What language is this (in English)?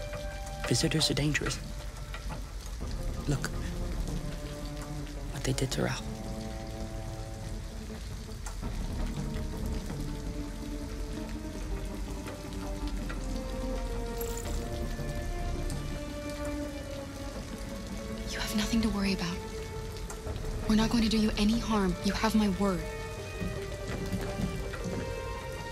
English